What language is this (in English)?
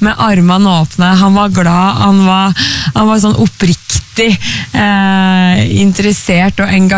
Norwegian